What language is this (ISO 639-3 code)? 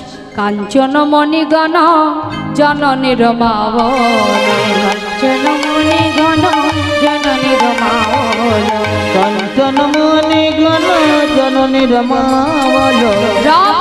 ben